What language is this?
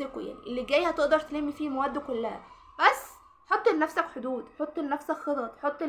Egyptian Arabic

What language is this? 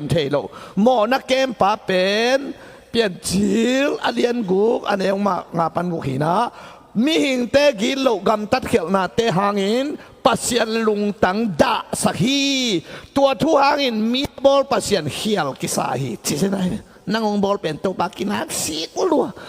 Tedim Chin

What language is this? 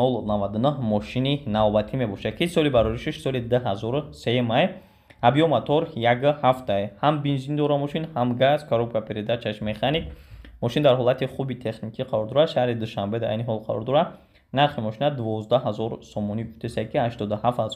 Tajik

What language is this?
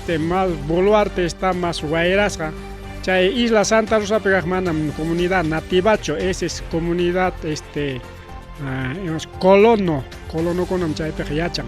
Ayacucho Quechua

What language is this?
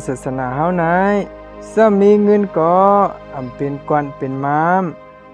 Shan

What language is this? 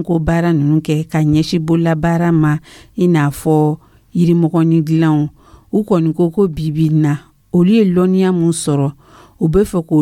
Dyula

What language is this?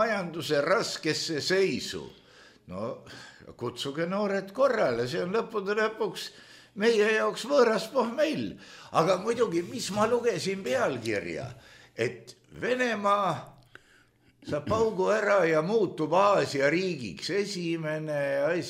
Estonian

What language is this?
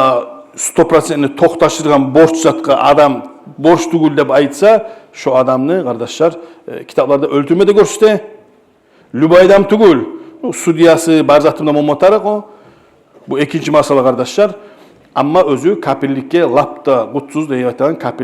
Kumyk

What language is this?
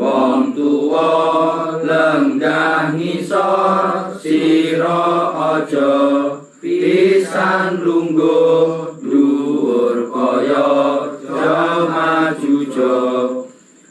Javanese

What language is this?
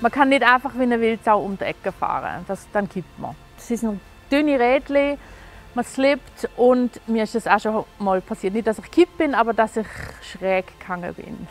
Swiss German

